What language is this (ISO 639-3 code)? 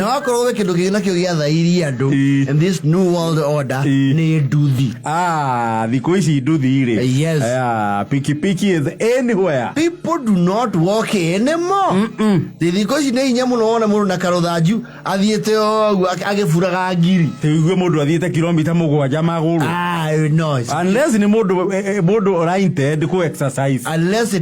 kik